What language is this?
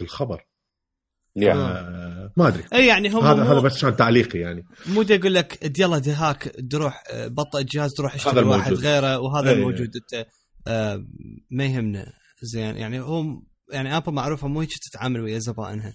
Mesopotamian Arabic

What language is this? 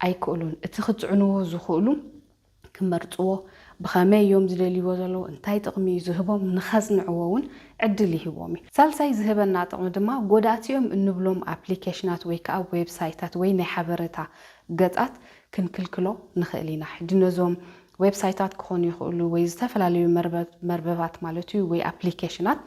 Tigrinya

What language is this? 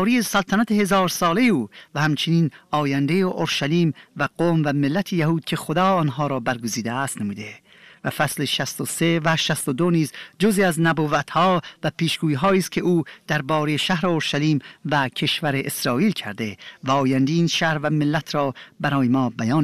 Persian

